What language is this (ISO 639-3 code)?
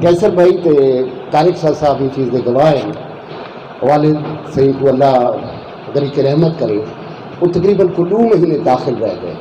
skr